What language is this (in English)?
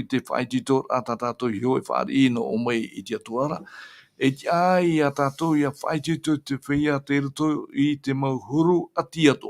Tahitian